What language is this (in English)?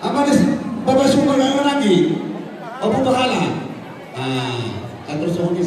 Batak Toba